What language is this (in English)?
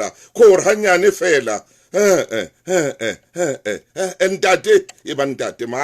Southern Sotho